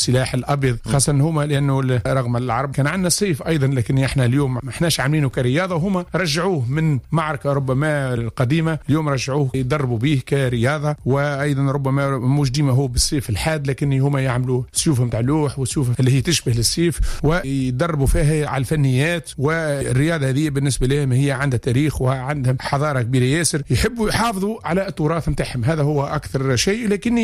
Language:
Tunisian Arabic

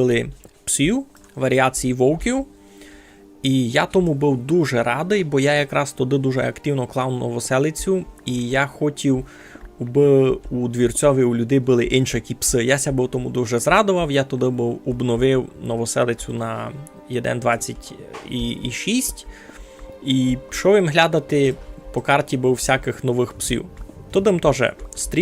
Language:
Rusyn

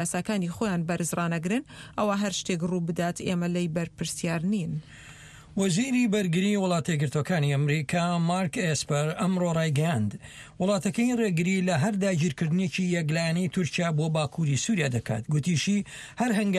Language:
Central Kurdish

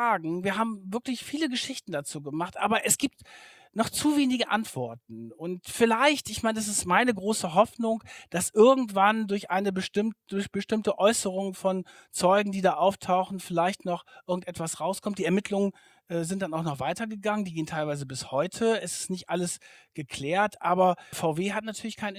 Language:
German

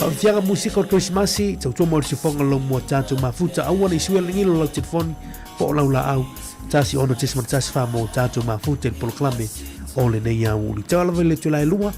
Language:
Samoan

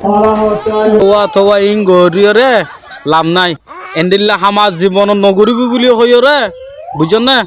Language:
Rohingya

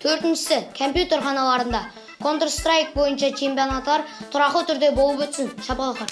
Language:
Kara-Kalpak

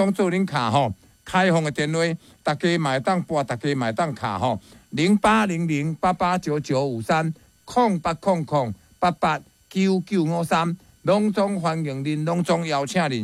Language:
Min Nan Chinese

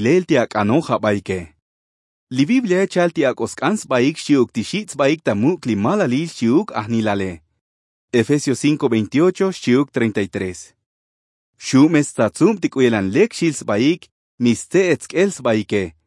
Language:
Tzotzil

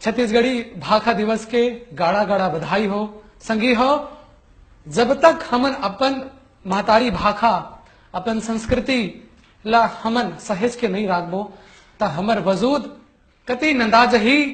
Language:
Chhattisgarhi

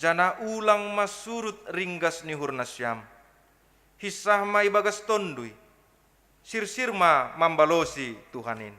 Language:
Batak Simalungun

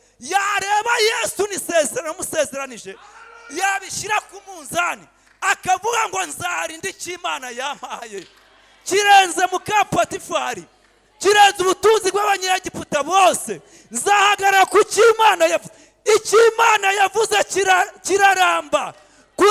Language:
Kinyarwanda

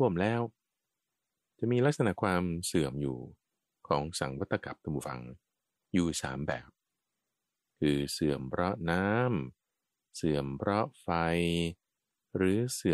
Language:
Thai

